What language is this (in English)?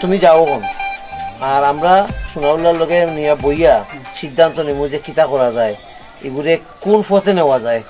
Sylheti